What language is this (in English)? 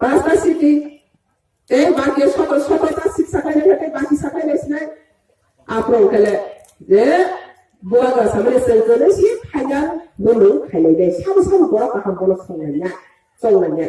Riang (India)